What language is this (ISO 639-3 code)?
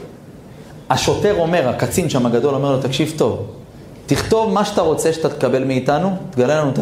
heb